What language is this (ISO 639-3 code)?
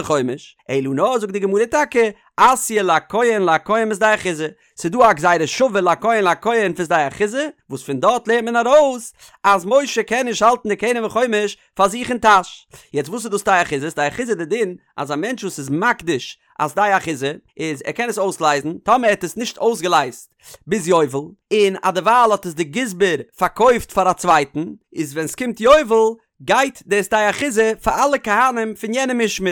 yid